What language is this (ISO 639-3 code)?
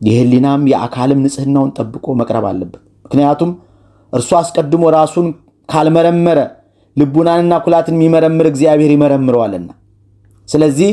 amh